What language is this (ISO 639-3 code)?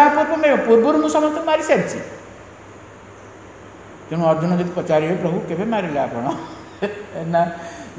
ori